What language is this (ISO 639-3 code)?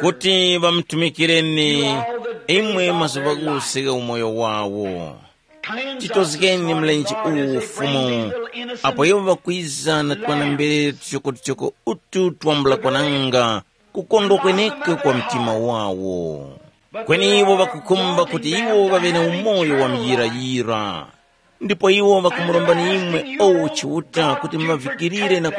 tum